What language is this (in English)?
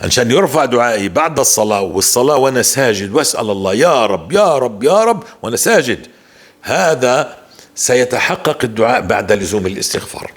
North Levantine Arabic